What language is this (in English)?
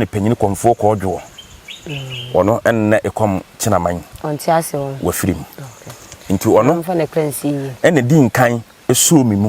Akan